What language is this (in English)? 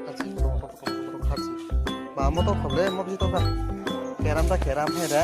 Kok Borok